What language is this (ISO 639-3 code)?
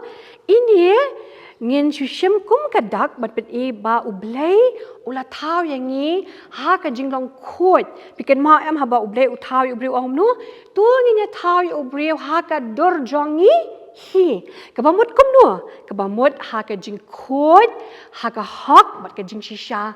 kha